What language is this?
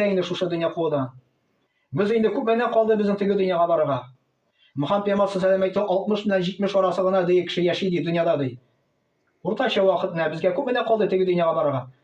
Tatar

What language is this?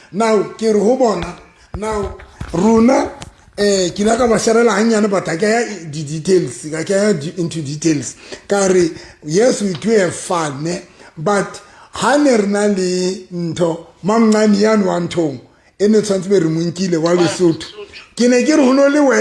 Southern Sotho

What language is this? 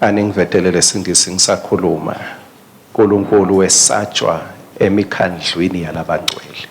Swati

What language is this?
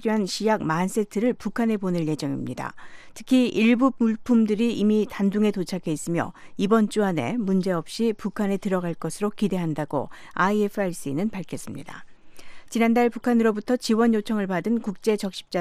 Korean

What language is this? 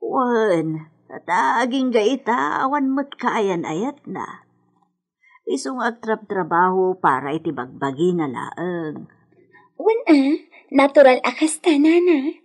Iloko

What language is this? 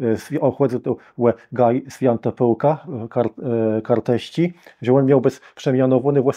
Kashubian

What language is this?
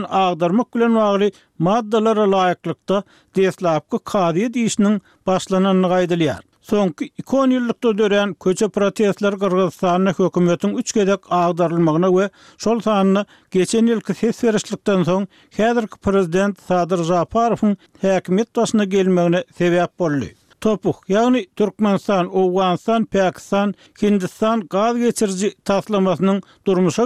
Turkmen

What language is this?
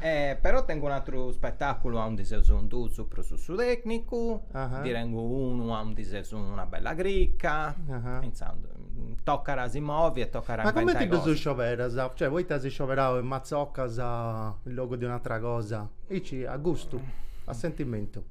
Sardinian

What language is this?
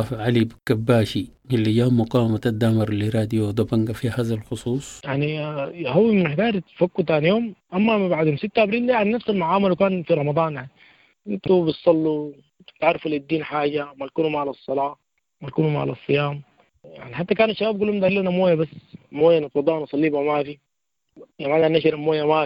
Sudanese Arabic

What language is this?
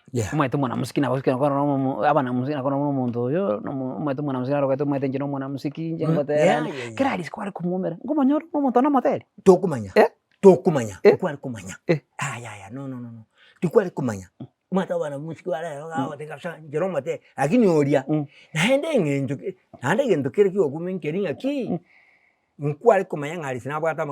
Gusii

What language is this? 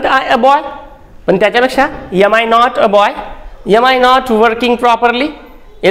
Marathi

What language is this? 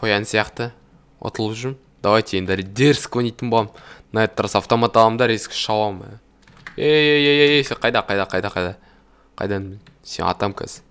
Kazakh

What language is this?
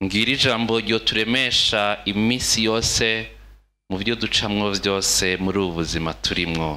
Rundi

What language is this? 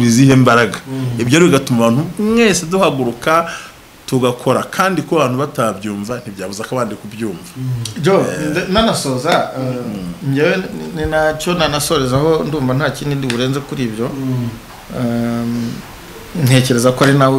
Kinyarwanda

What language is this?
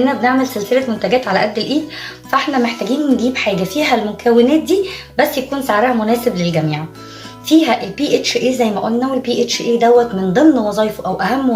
Egyptian Arabic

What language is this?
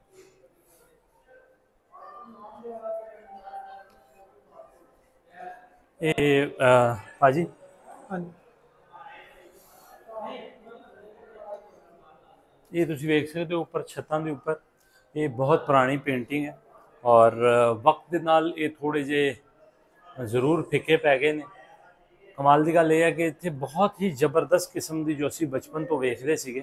Punjabi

